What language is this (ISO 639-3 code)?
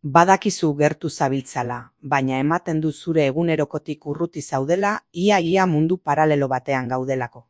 eus